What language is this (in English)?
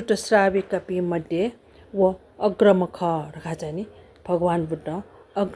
Newari